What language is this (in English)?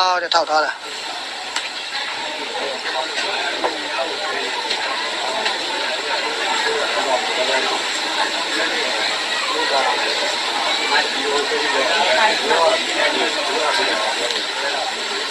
Burmese